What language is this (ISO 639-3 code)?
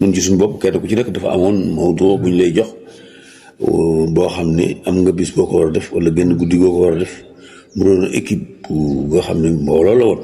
wol